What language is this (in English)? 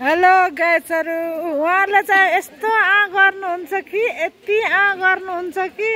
Nepali